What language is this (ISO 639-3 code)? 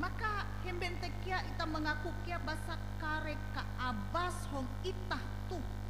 nij